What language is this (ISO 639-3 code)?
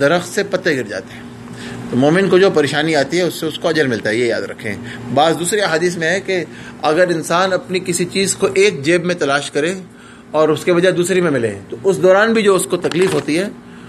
urd